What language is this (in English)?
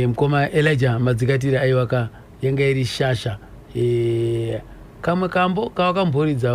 Shona